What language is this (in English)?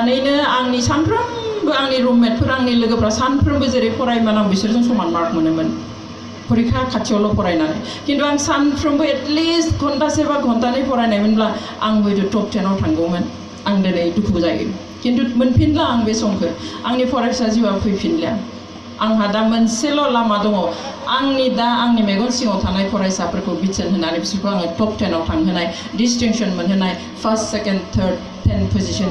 Bodo